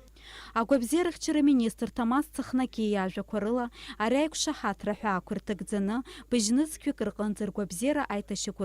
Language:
Abkhazian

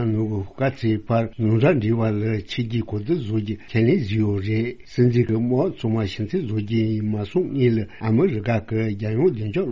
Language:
Tibetan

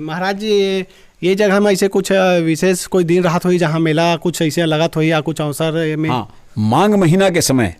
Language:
Chhattisgarhi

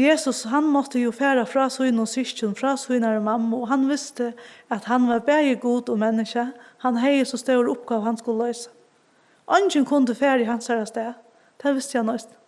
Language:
Faroese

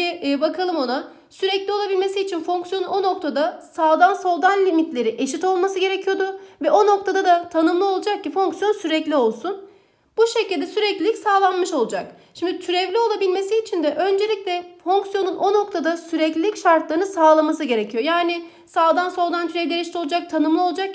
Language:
Turkish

